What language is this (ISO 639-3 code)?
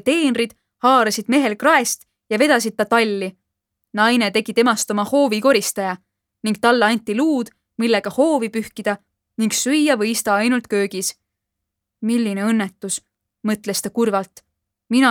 est